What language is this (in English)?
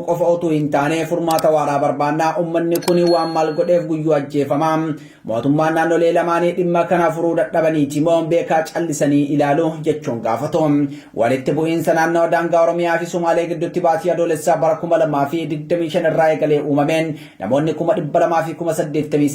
Oromo